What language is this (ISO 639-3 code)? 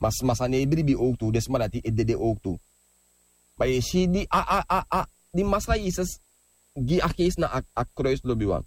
srn